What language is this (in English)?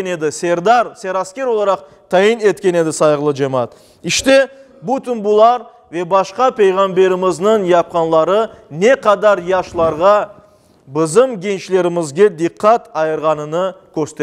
Crimean Tatar